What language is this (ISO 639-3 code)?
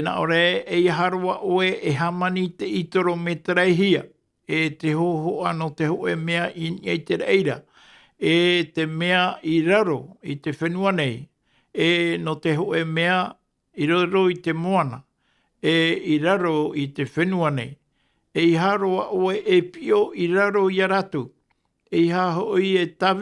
tah